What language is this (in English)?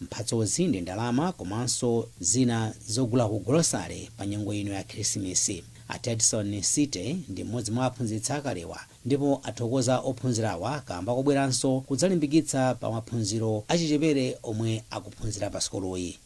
Nyanja